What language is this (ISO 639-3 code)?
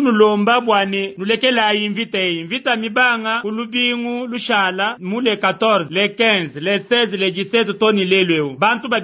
lua